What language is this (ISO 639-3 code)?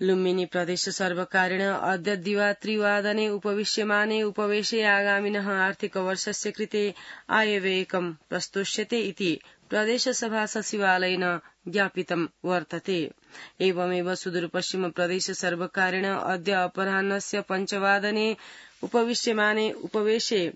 san